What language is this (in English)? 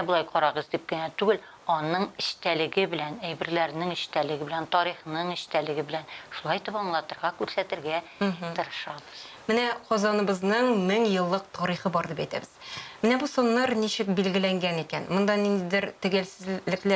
Tatar